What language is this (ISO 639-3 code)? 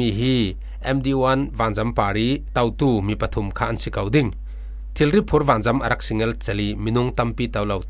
cfm